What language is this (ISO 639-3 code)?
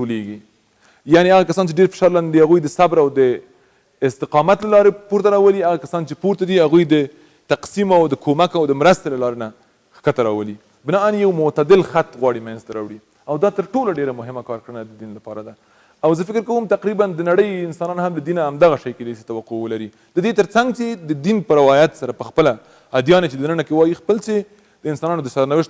pus